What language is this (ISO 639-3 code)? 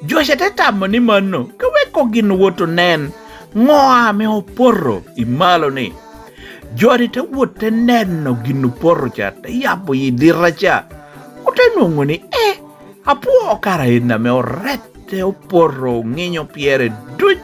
laj